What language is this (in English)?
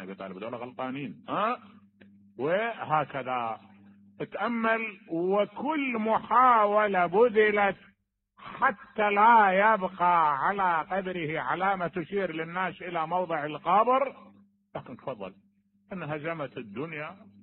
Mesopotamian Arabic